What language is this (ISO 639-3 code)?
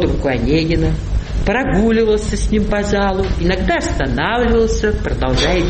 rus